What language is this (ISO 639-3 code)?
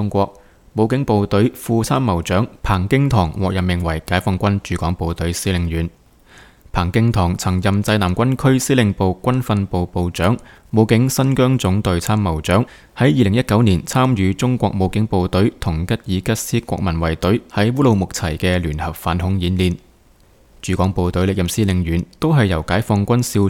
yue